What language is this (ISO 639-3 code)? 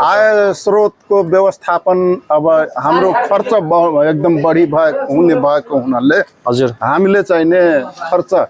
nep